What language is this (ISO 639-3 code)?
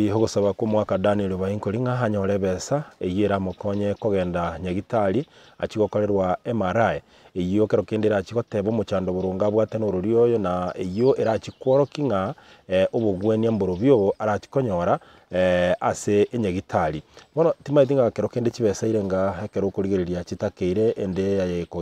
guz